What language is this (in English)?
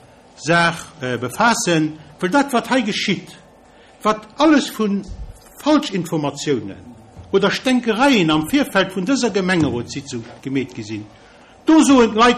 Luxembourgish